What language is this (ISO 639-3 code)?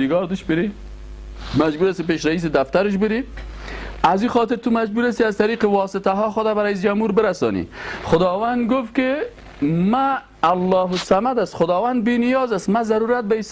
fas